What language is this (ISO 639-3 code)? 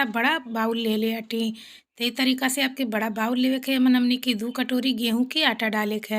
bho